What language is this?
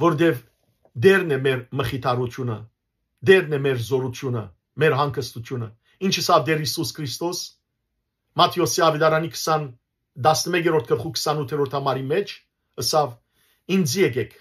Western Armenian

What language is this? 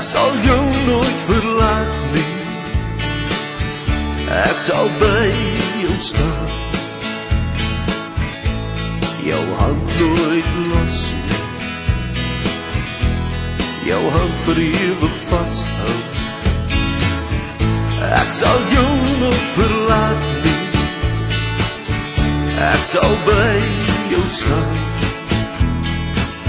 Afrikaans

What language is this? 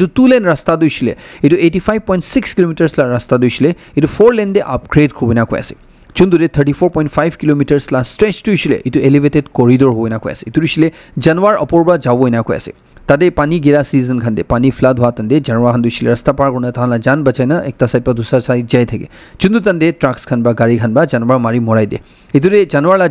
Naga Pidgin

